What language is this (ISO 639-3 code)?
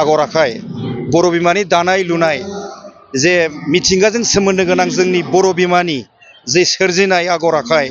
brx